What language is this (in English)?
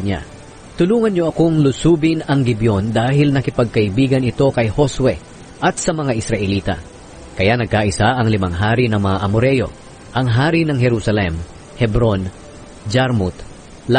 Filipino